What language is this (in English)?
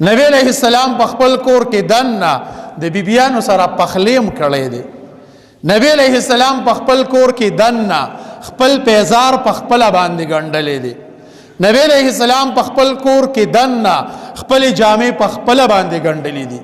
Pashto